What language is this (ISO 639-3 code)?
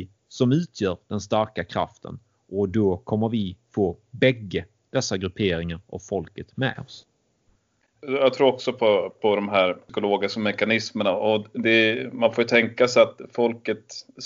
swe